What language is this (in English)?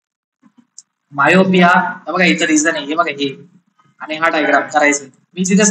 Marathi